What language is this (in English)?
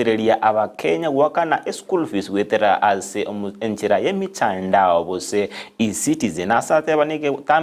Gusii